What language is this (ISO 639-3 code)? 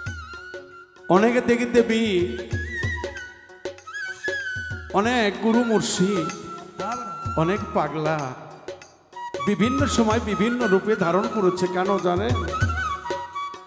ben